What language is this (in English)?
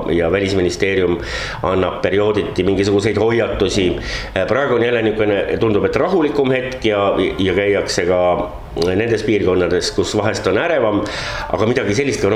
Estonian